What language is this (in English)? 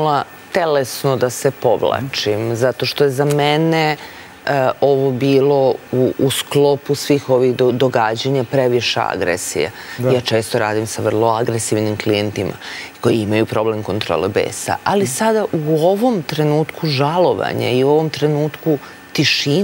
Serbian